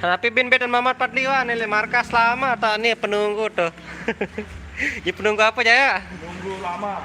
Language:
Sasak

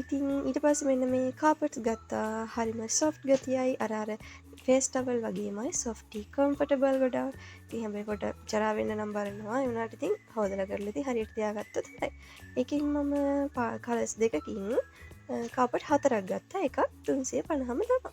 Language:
Sinhala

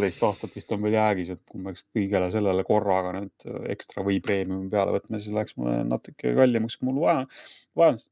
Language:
Estonian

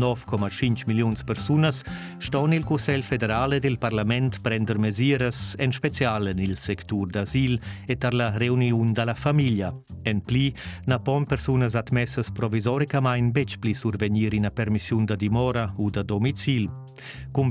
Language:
Romansh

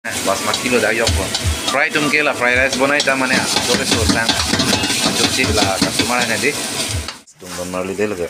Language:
Karbi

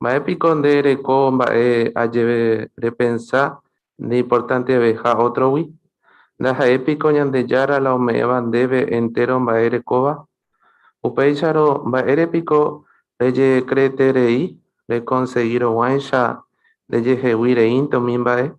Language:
Guarani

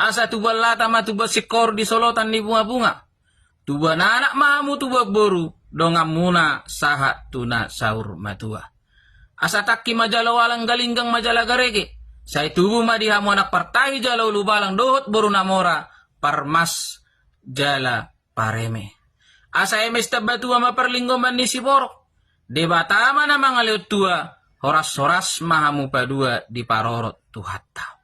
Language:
Batak Toba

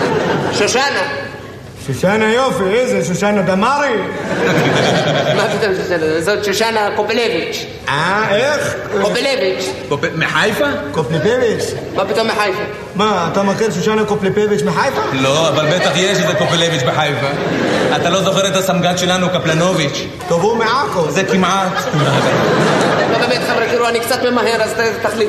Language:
Hebrew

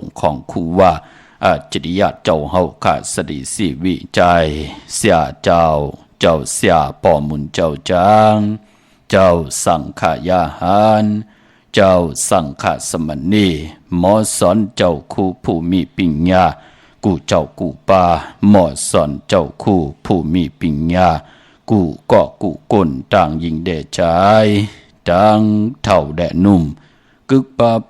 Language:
Shan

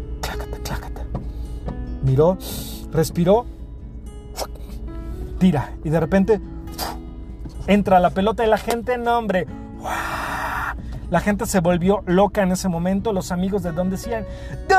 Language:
Spanish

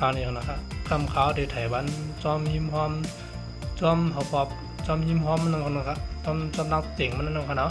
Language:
Shan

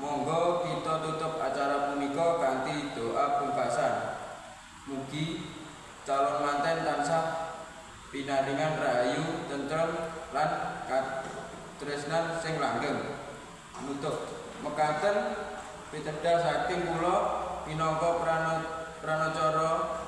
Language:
Javanese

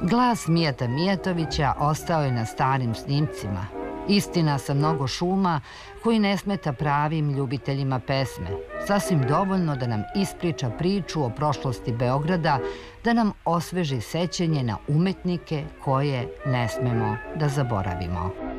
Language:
Serbian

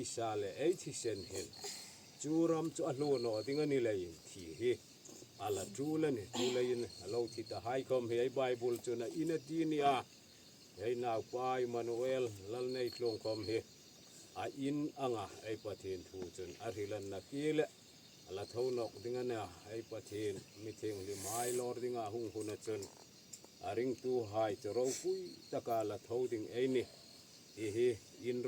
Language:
Hmar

